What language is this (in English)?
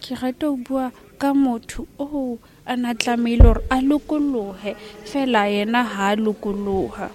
Southern Sotho